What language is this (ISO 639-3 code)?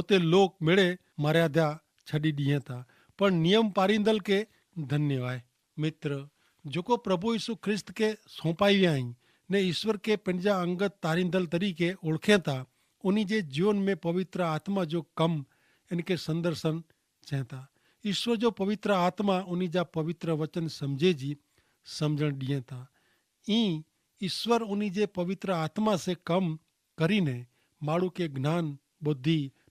kfr